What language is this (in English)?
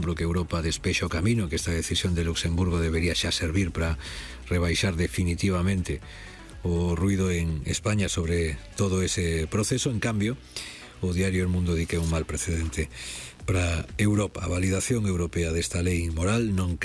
Galician